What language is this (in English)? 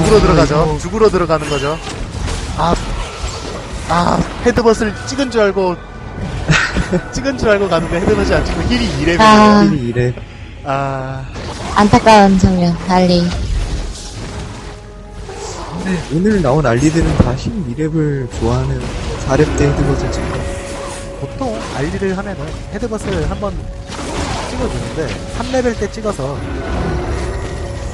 Korean